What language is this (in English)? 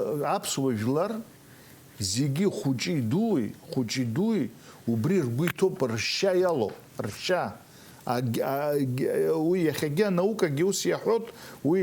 Abkhazian